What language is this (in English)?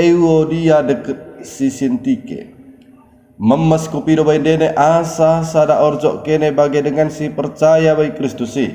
Batak Dairi